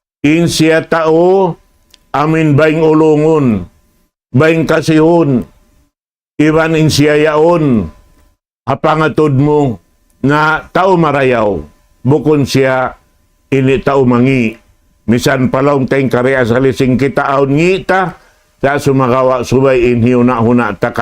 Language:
Tausug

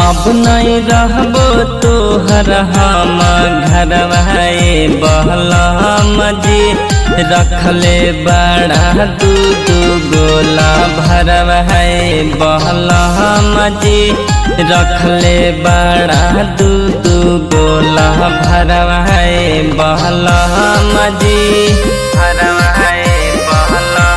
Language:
Bhojpuri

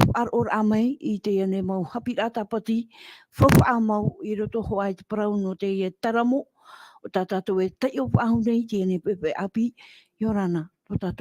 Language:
Tahitian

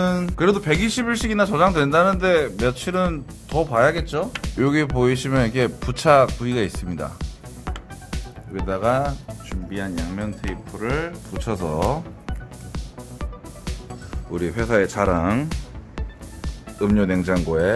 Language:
Korean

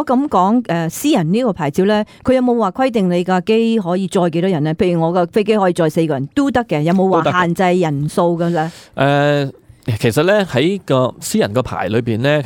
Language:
Cantonese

